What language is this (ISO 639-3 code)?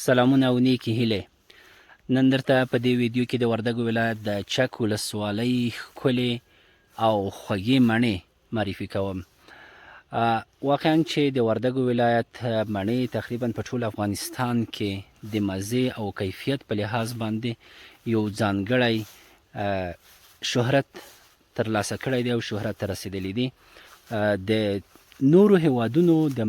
pus